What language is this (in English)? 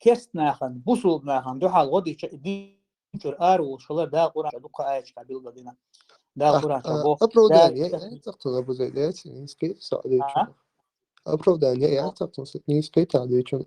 Chechen